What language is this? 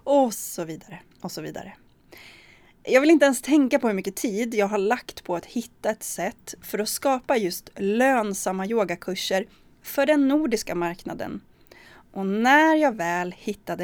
Swedish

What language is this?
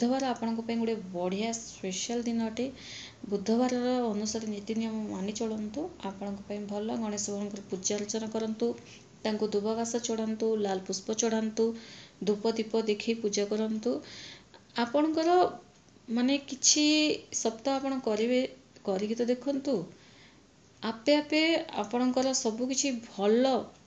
Odia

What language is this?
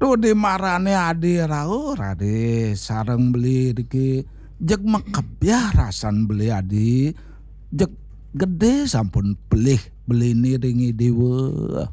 Balinese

